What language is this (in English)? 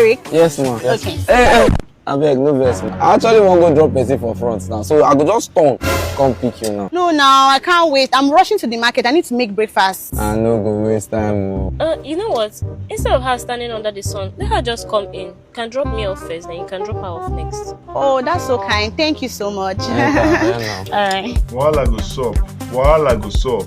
Nigerian Pidgin